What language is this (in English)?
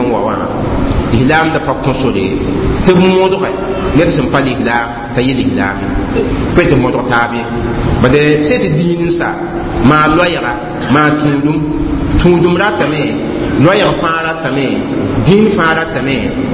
Mossi